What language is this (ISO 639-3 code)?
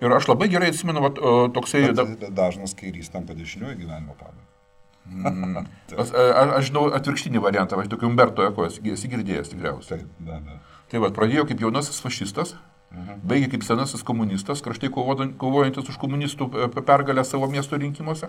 lit